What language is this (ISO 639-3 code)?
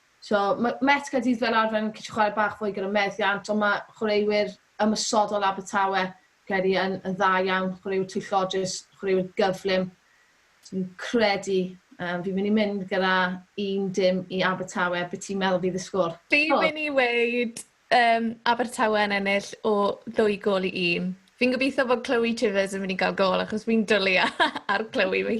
cym